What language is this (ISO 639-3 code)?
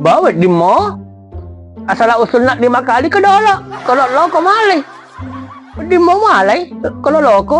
bug